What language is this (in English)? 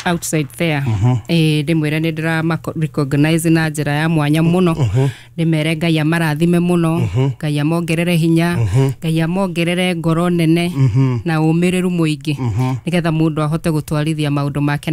Kikuyu